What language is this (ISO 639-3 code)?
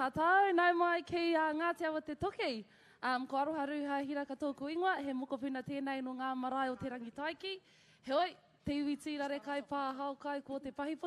mri